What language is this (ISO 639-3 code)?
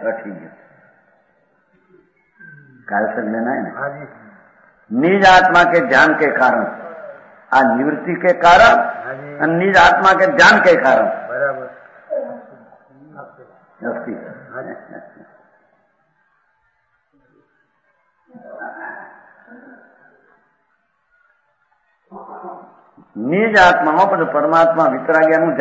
hin